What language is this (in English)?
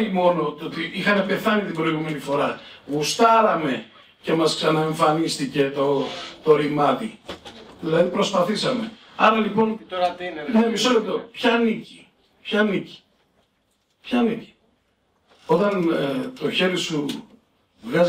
Greek